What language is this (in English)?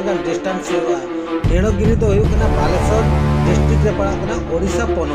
Santali